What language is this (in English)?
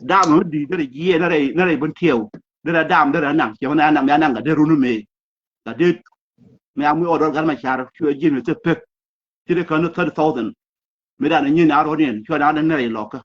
Nuer